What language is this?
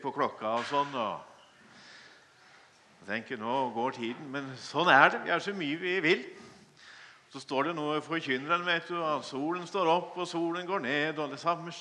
Norwegian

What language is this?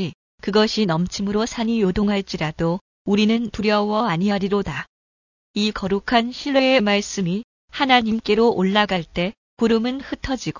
Korean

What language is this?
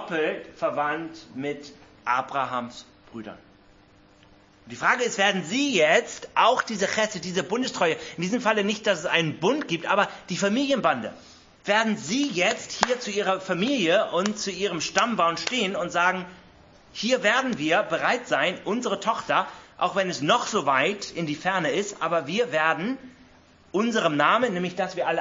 German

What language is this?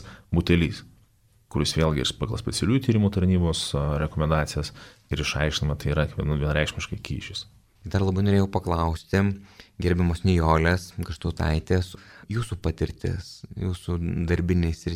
Lithuanian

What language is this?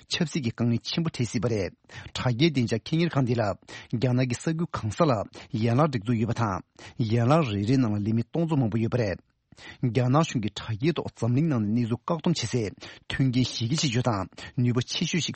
Tibetan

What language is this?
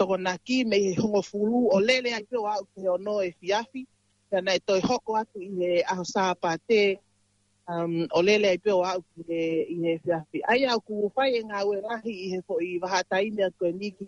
Tongan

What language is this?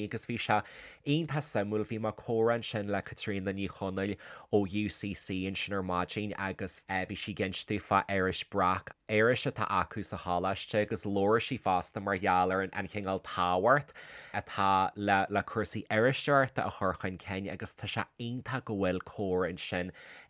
Irish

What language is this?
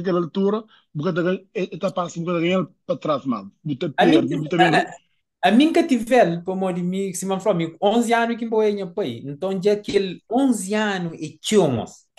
Kabuverdianu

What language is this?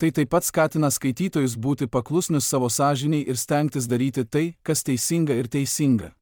Lithuanian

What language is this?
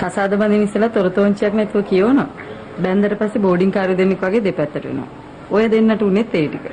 Sinhala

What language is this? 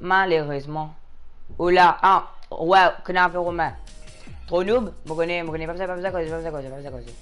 Morisyen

